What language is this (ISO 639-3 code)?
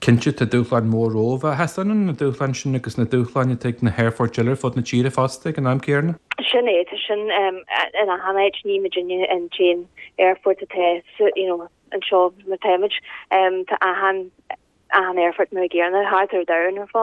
gle